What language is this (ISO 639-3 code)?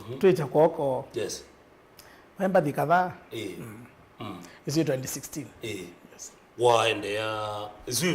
kam